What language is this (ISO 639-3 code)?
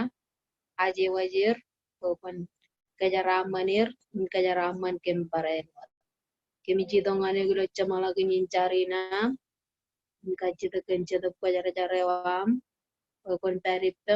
mah